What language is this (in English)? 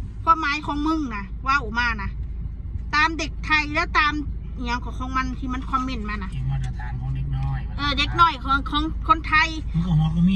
Northeastern Thai